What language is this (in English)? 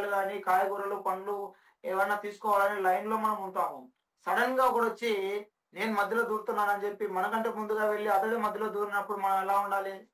Telugu